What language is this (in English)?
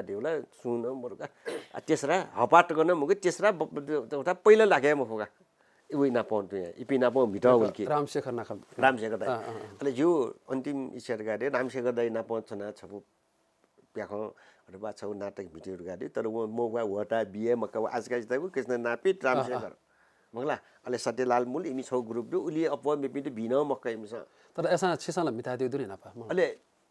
Newari